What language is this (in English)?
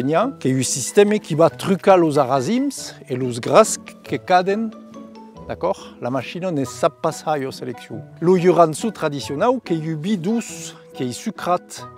Occitan